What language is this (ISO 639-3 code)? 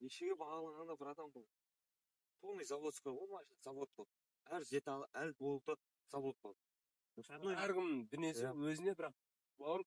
kaz